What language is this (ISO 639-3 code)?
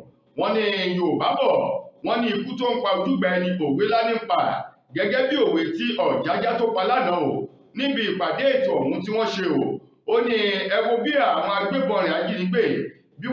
yor